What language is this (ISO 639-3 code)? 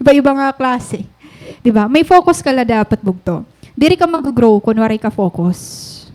war